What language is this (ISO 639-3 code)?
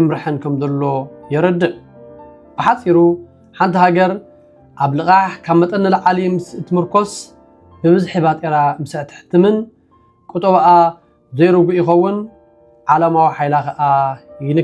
tir